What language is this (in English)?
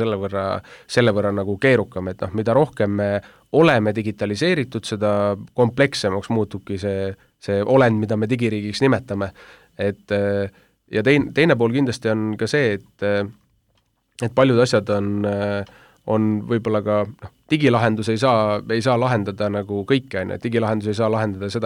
Estonian